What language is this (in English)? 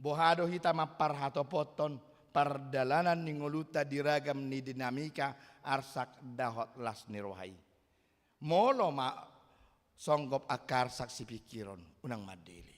Batak Toba